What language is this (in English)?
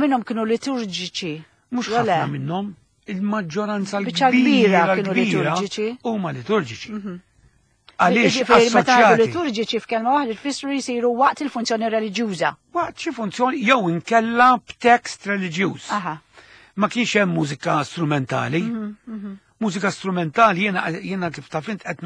Maltese